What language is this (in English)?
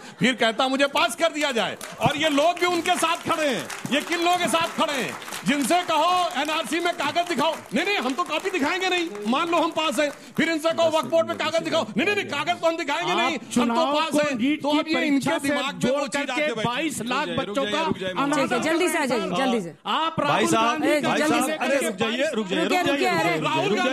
Hindi